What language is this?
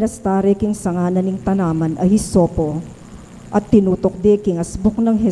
Pampanga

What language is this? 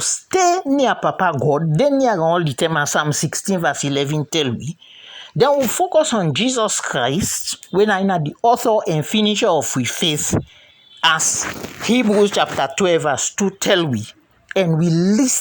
Krio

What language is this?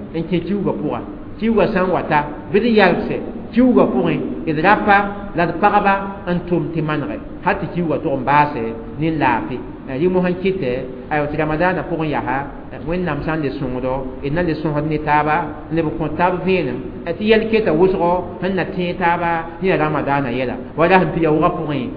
Mossi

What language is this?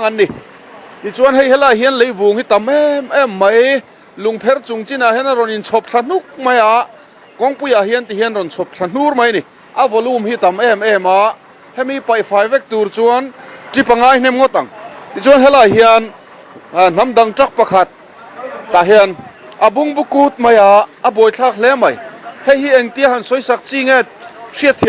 Mizo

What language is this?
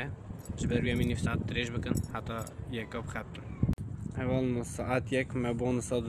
Kurdish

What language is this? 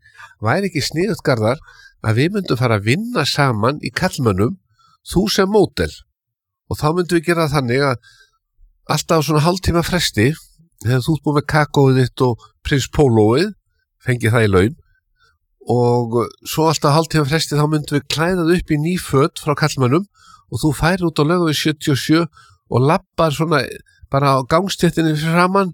Icelandic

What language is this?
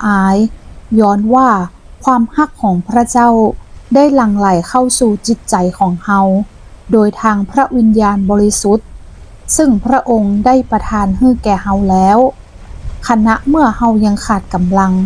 Northern Thai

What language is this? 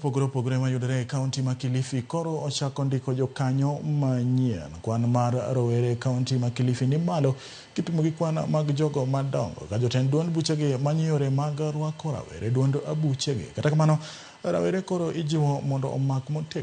Luo (Kenya and Tanzania)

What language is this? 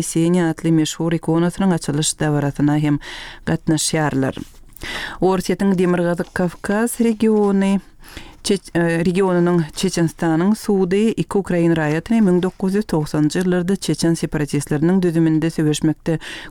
Turkmen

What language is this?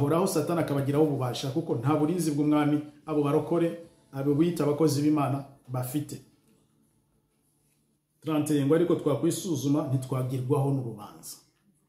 Kinyarwanda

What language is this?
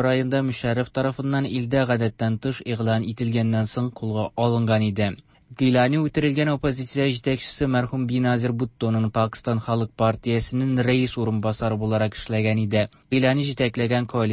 Tatar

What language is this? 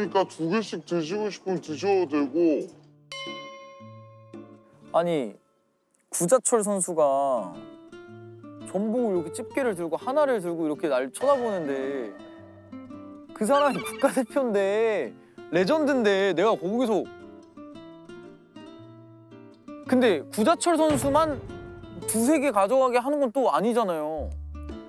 Korean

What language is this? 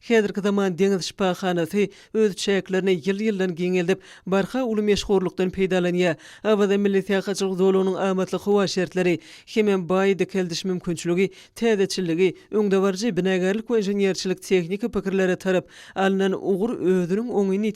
Turkmen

